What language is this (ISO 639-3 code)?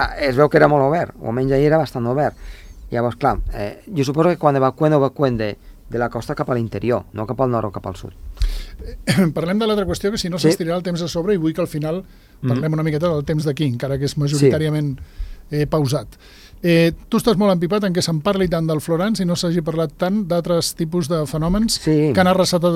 cat